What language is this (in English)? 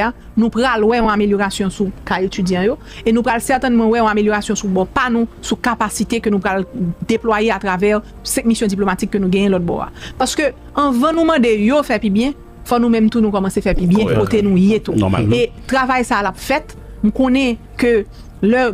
Haitian Creole